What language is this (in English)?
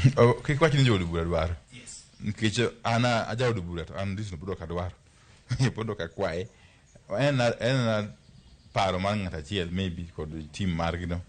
Luo (Kenya and Tanzania)